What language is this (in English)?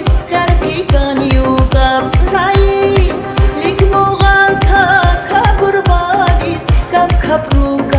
Tabassaran